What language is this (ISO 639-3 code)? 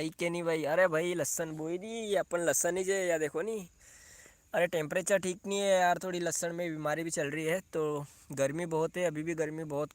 raj